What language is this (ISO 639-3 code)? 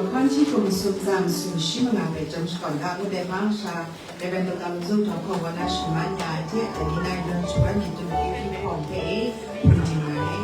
kac